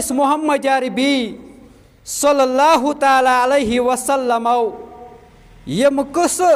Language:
Kashmiri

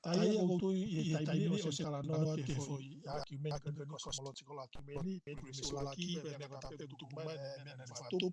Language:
Tongan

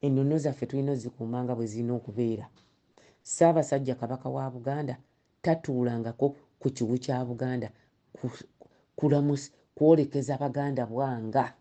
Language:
Ganda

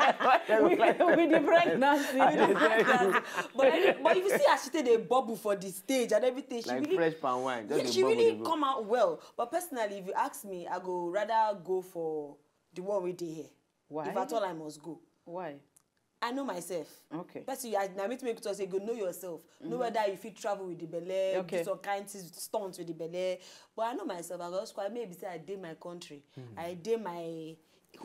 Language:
Nigerian Pidgin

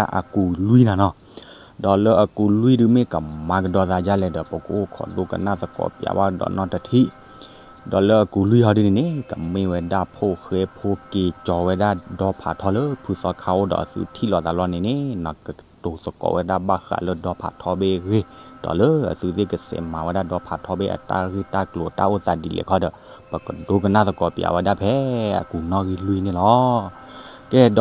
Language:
S'gaw Karen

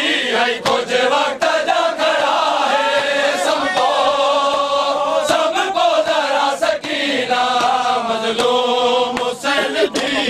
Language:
Urdu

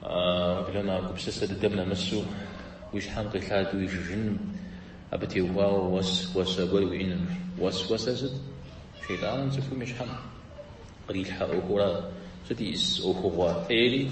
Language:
Kabardian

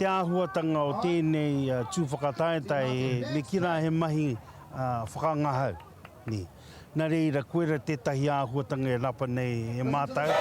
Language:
Māori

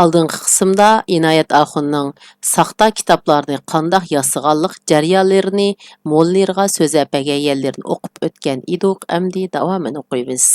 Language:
Uyghur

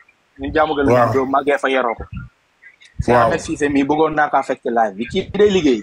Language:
Wolof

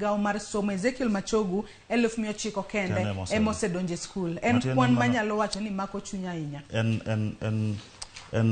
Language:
Luo (Kenya and Tanzania)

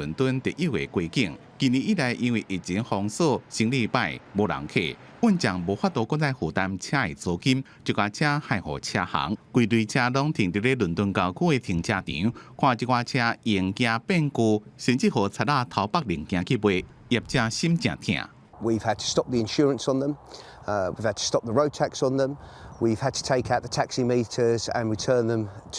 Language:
Min Nan Chinese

